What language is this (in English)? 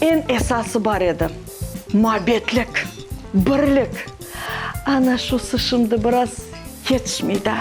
Crimean Tatar